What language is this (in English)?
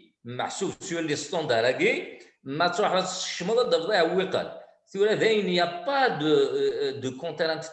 Kabyle